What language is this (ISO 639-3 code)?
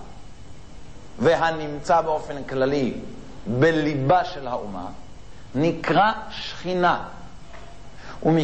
heb